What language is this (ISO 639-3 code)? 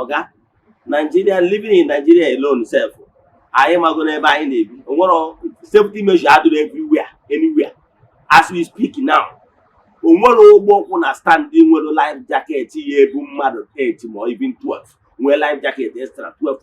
ibo